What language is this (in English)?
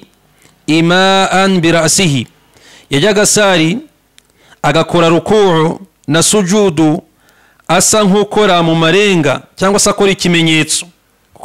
Kinyarwanda